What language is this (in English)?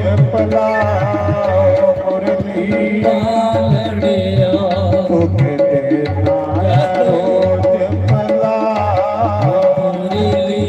Dogri